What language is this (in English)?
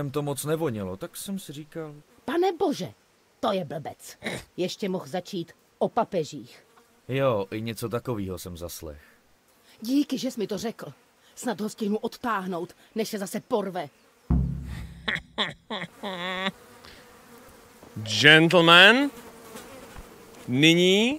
Czech